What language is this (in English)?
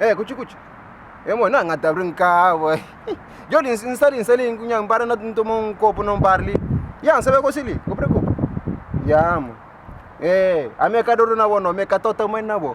Kabuverdianu